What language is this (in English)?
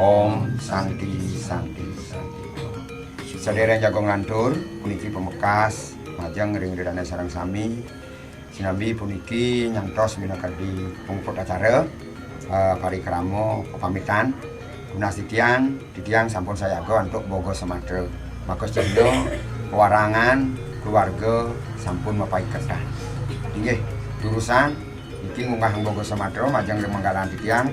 Balinese